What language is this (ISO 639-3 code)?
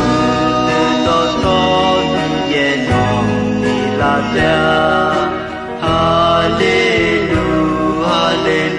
ahk